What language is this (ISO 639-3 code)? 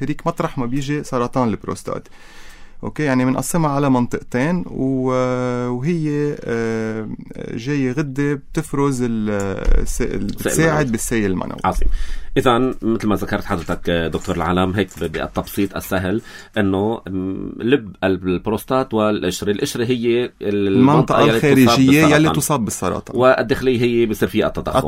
apc